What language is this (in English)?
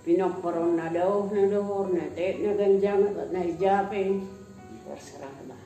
Batak Simalungun